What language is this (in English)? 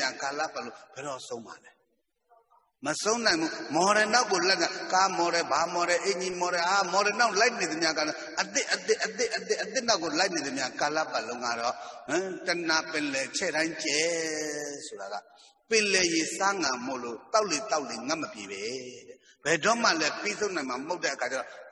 Burmese